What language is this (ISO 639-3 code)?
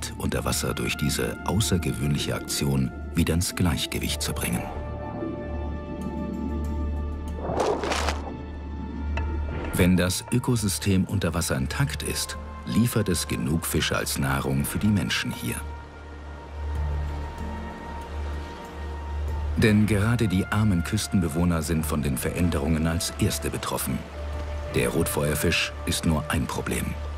deu